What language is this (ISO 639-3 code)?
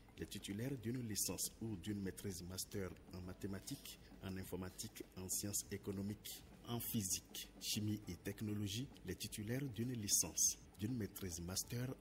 fra